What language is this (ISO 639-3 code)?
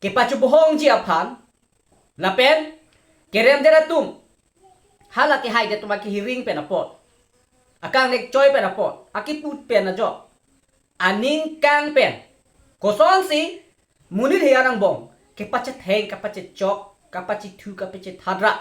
mjw